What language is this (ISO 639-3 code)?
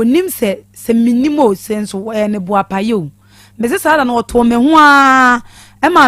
aka